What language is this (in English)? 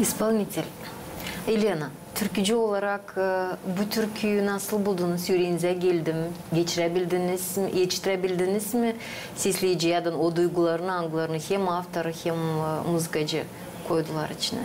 Gagauz